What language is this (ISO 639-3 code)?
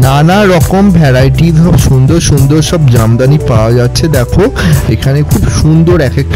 ben